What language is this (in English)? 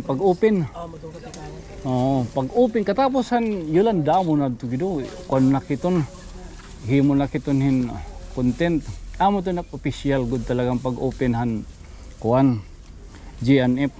Waray